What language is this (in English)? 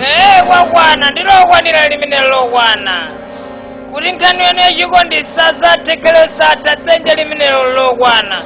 Nyanja